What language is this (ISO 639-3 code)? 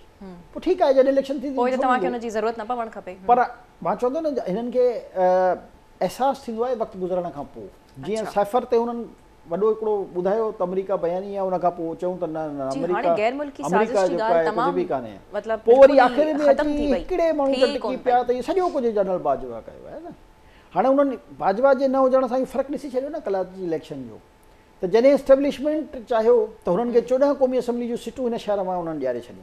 snd